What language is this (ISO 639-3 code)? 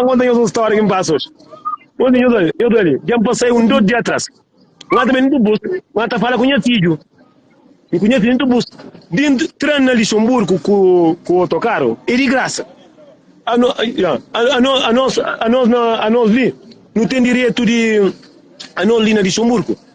kea